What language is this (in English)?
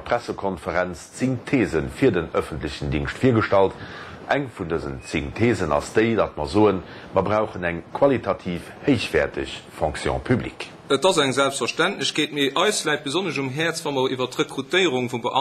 Luxembourgish